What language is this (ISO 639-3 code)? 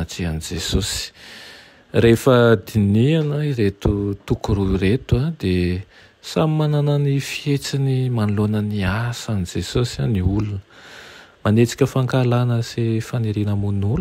mlg